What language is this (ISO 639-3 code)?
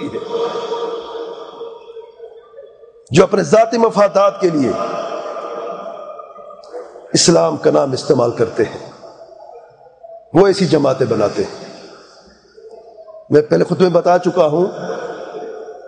urd